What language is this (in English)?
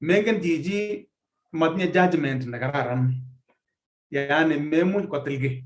Kalenjin